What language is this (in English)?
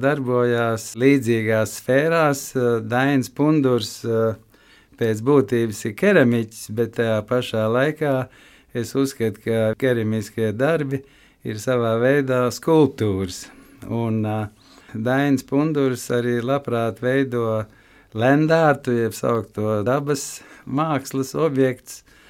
Latvian